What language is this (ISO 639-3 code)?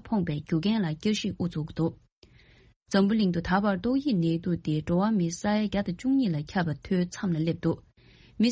bod